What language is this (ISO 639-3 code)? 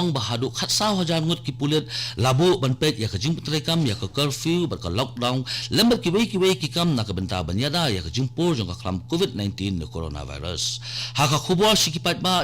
kha